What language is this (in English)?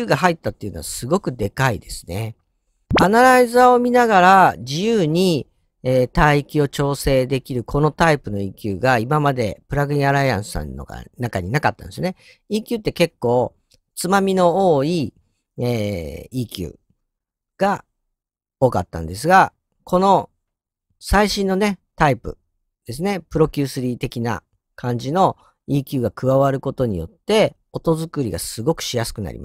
Japanese